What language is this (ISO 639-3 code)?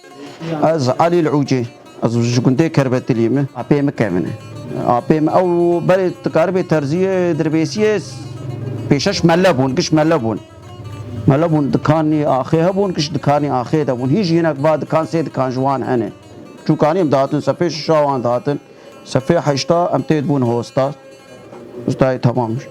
kur